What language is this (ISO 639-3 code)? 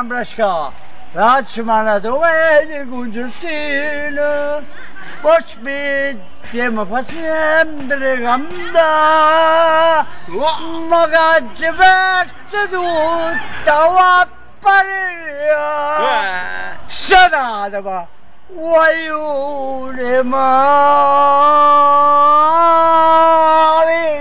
nap